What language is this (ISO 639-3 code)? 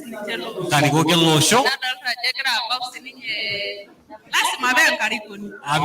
mas